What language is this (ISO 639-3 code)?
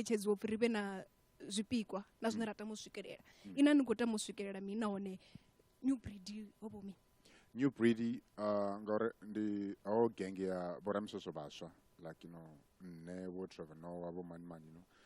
ven